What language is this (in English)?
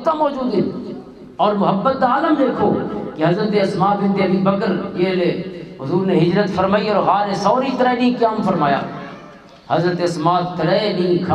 Western Panjabi